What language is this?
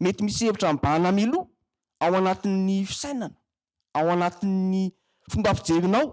Malagasy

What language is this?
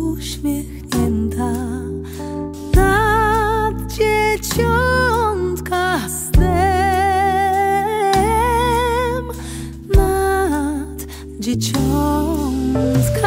Polish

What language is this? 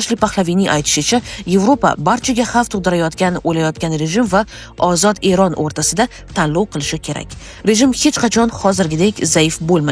Uzbek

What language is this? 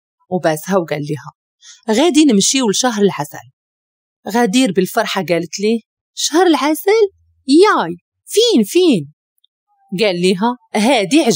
Moroccan Arabic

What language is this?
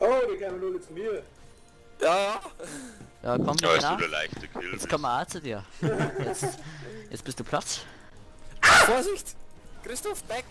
Bavarian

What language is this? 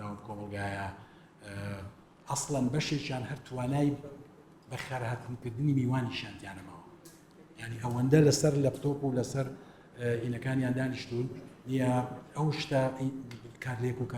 Central Kurdish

